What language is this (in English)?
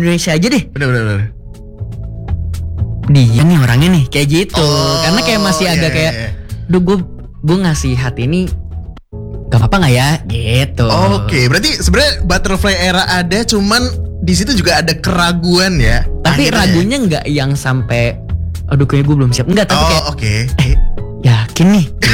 Indonesian